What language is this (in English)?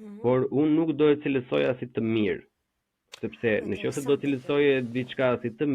Albanian